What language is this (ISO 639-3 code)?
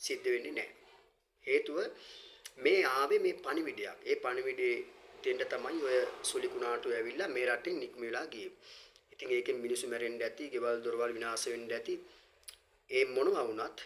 sin